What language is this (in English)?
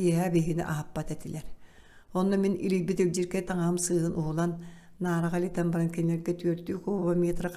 Yakut